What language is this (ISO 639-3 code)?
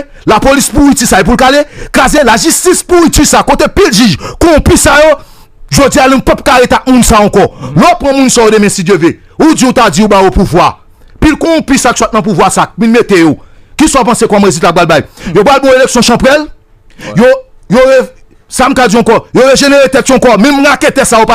hat